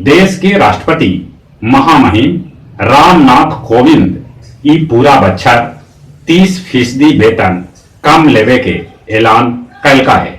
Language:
Magahi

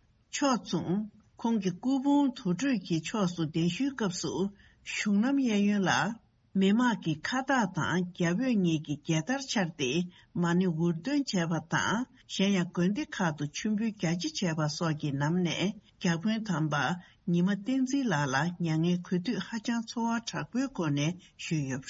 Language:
Tibetan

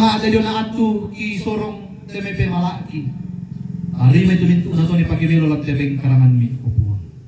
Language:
Toraja-Sa'dan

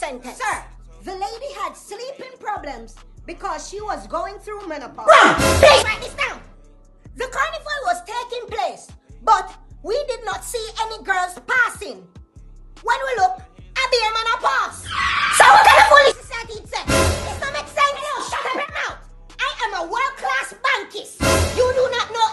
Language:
Jamaican Creole English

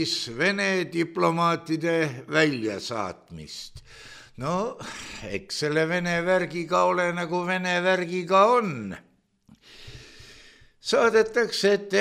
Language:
Estonian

